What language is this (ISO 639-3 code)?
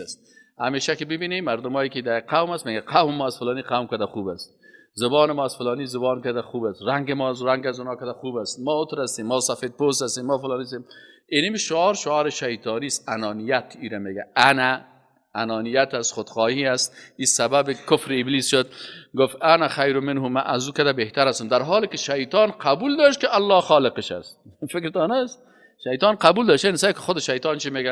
fas